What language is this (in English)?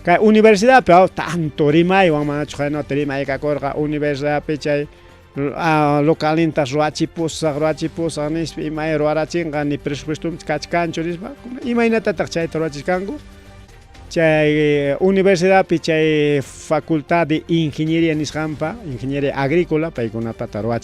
Ayacucho Quechua